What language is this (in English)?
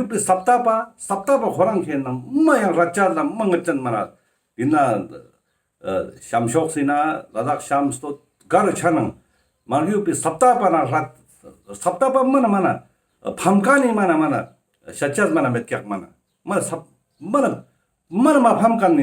Ladakhi